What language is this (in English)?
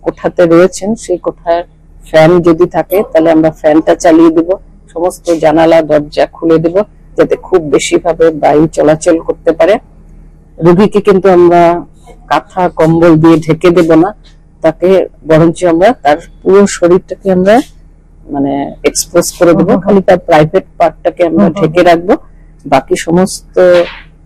Bangla